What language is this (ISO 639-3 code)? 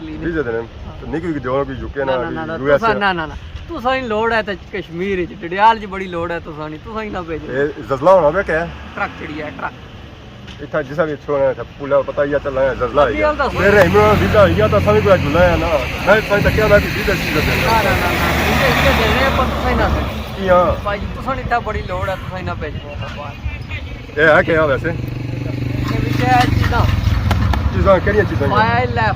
phr